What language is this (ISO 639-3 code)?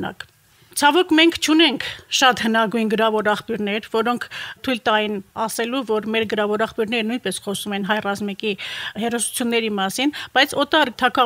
hye